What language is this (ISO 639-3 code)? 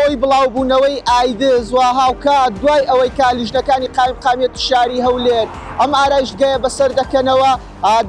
ckb